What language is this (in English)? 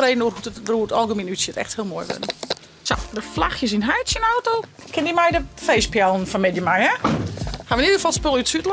Western Frisian